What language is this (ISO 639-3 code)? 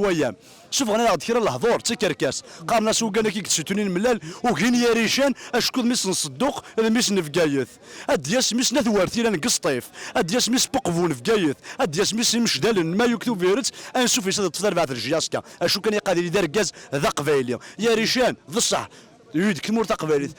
kab